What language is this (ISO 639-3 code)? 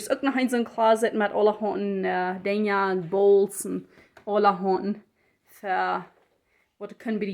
pdt